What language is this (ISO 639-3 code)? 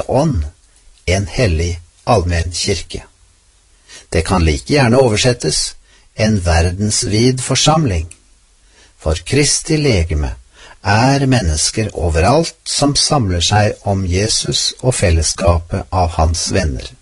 nor